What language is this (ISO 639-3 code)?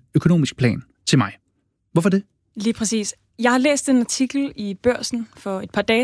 dan